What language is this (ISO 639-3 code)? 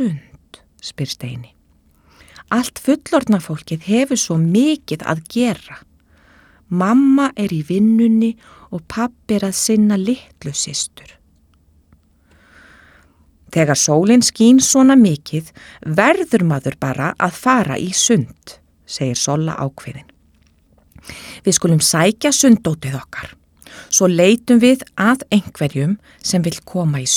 isl